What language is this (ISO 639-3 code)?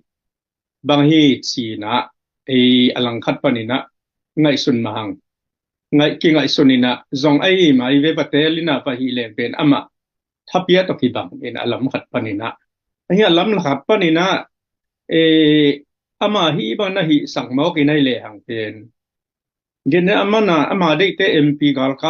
ctd